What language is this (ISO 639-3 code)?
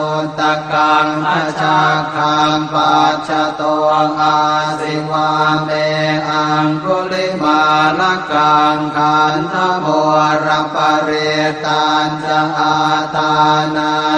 pli